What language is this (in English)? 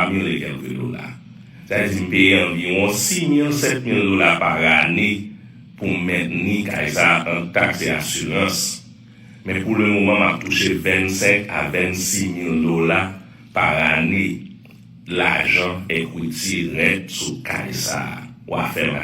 Haitian Creole